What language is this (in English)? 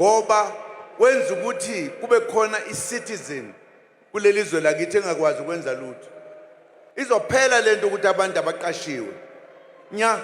Zulu